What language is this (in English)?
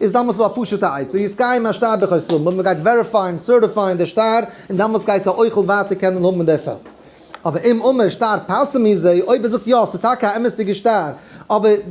Yiddish